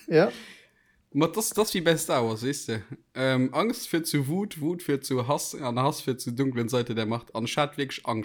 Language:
Luxembourgish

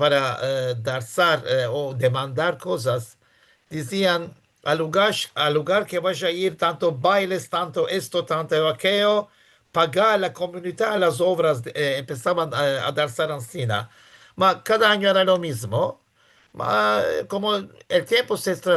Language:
Ladino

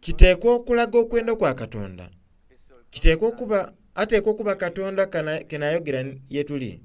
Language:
Soga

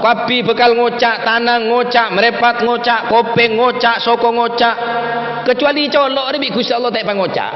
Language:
Madurese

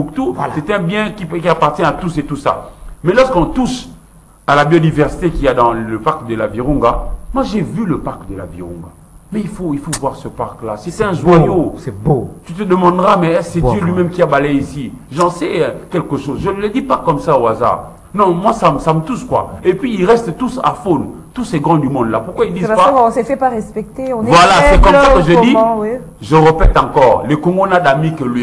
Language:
French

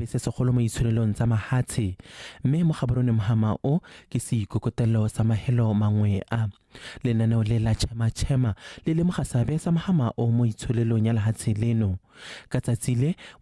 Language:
Tswana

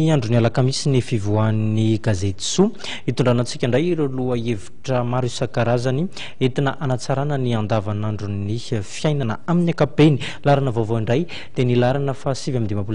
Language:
Malagasy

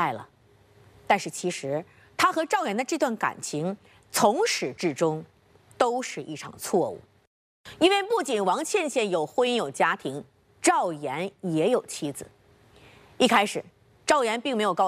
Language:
Chinese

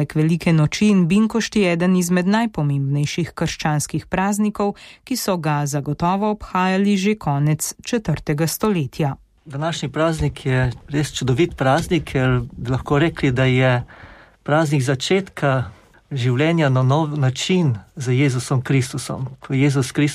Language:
Slovenian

